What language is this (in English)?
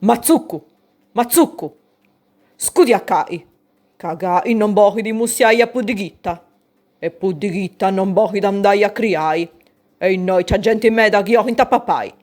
Sardinian